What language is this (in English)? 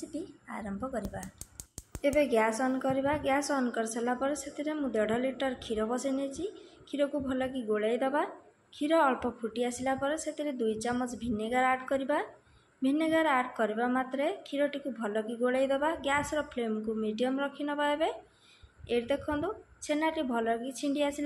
Odia